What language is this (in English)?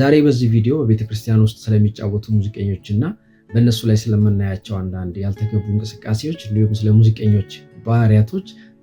Amharic